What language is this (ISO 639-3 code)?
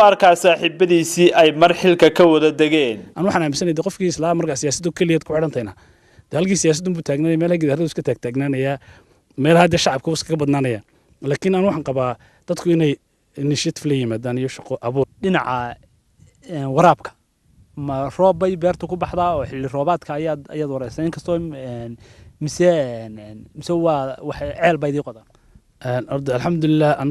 som